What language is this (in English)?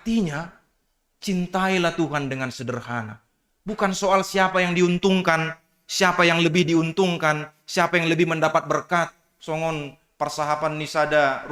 Batak Simalungun